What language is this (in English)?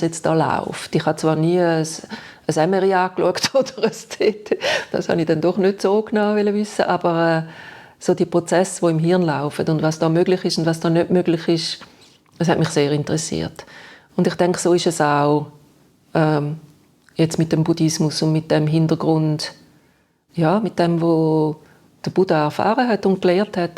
Swiss German